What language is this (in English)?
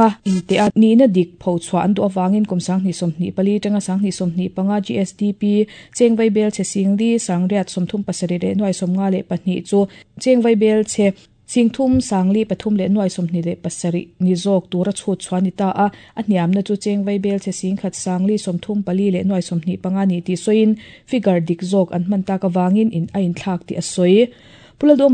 Mizo